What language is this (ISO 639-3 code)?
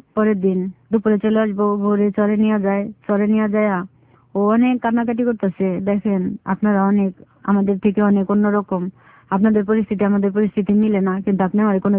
ben